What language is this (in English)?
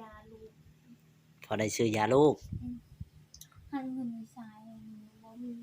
Northeastern Thai